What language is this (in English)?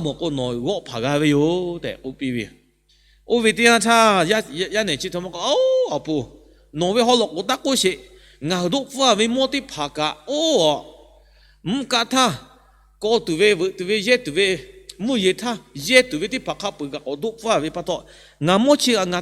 Lahu